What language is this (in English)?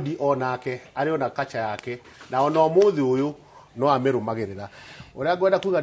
Kikuyu